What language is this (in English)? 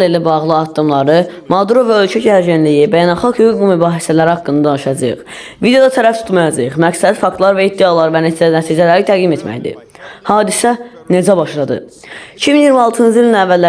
Azerbaijani